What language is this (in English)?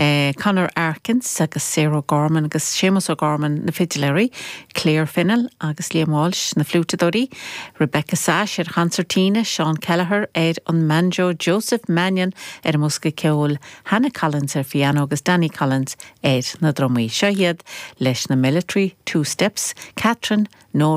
Irish